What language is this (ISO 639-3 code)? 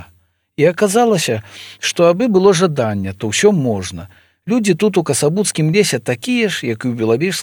bel